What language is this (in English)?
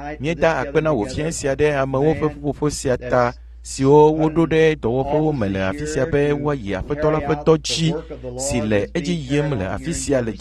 Ewe